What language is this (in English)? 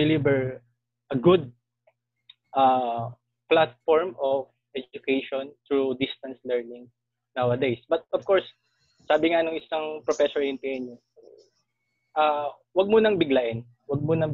Filipino